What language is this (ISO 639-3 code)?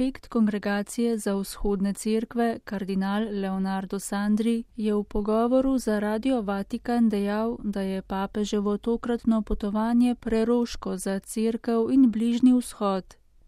slv